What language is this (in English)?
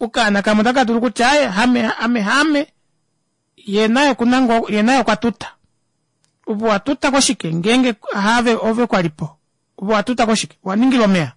Kuanyama